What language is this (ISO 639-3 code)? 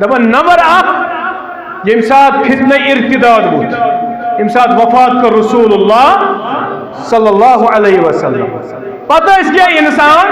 kas